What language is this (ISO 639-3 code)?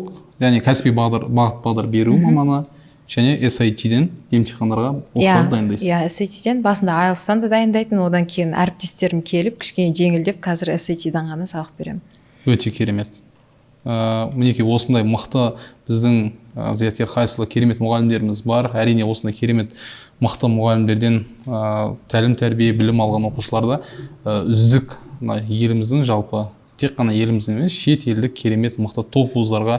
kaz